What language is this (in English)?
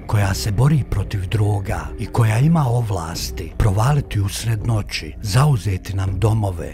Bosnian